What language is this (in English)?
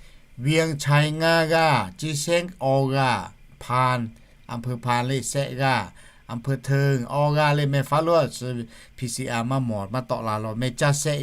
Lahu